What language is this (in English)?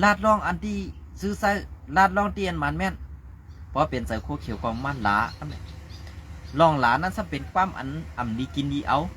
Shan